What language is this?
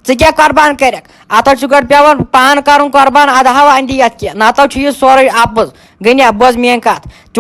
Kashmiri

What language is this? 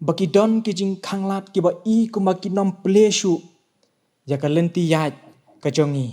Khasi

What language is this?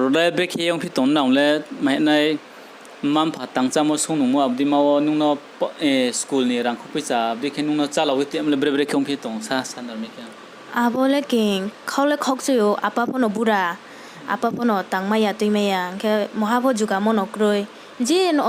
Riang (India)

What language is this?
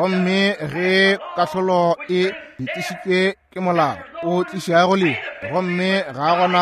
Northern Sotho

